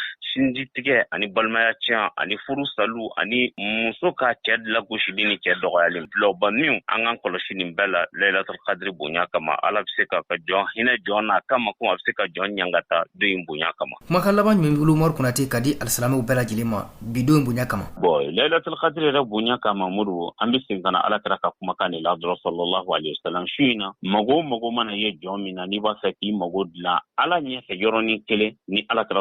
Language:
Bambara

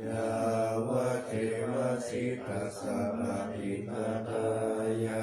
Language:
Pali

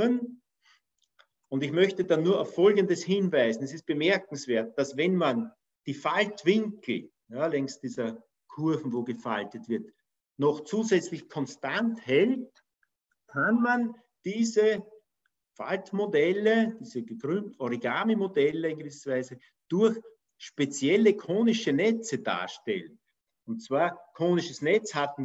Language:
German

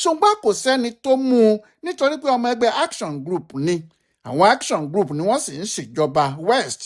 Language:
Yoruba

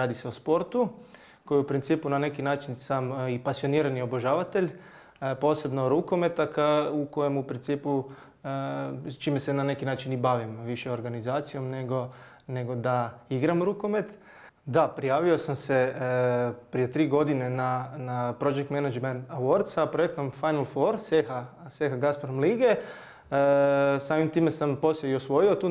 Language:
Croatian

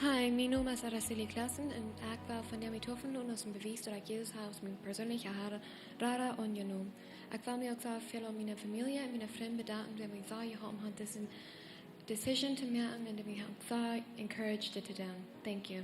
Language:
Plautdietsch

